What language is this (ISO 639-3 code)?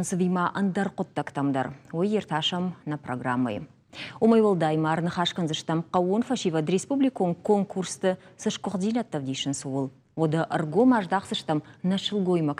oss